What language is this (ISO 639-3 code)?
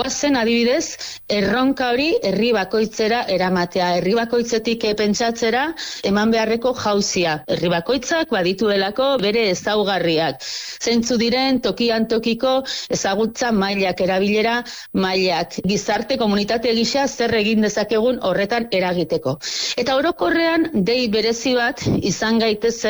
eus